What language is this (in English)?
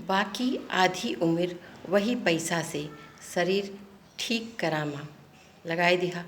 Awadhi